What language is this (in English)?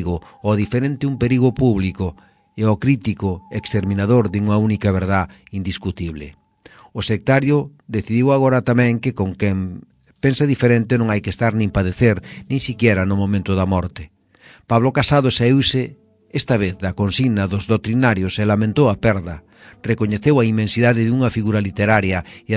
Galician